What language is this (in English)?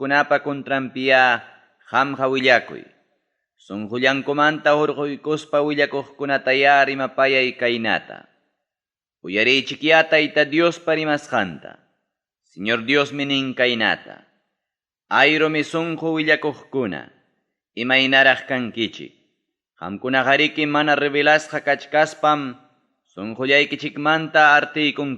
Ayacucho Quechua